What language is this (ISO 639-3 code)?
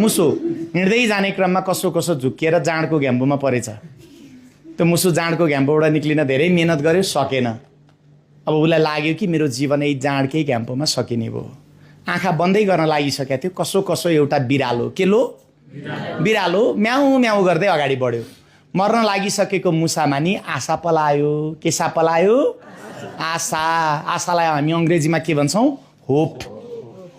nep